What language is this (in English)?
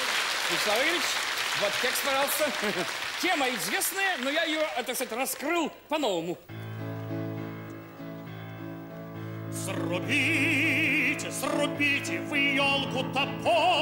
Russian